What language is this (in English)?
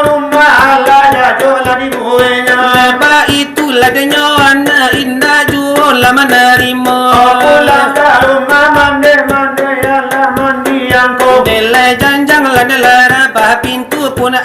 Minangkabau